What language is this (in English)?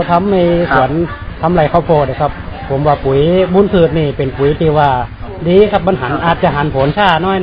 Thai